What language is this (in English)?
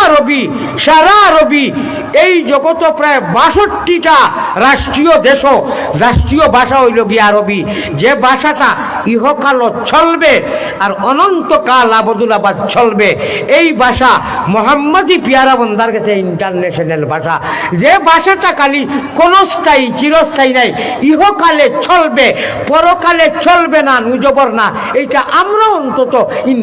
Sylheti